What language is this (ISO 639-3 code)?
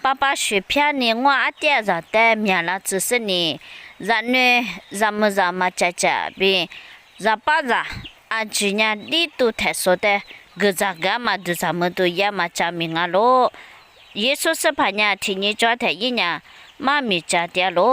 lis